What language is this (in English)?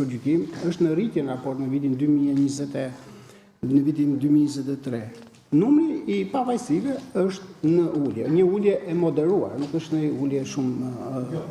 Albanian